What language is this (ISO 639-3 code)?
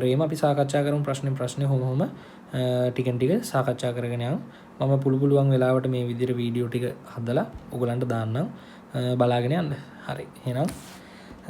sin